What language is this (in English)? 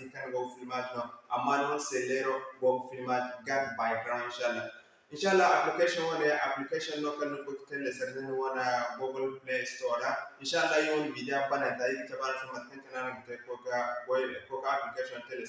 Zarma